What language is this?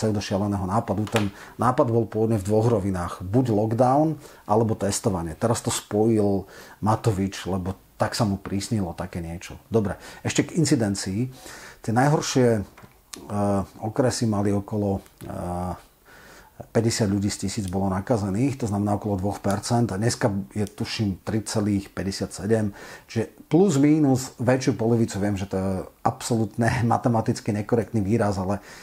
Slovak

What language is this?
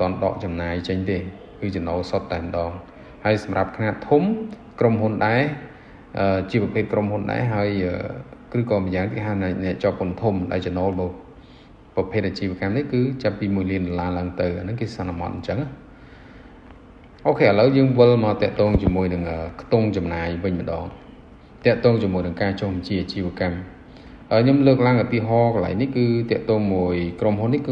Khmer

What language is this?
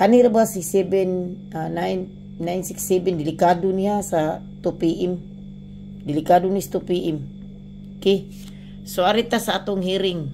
Cebuano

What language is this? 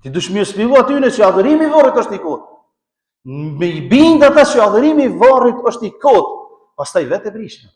Albanian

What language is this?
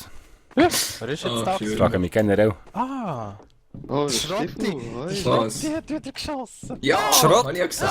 Swiss German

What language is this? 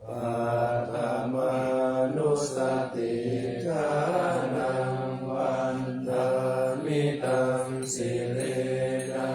Pali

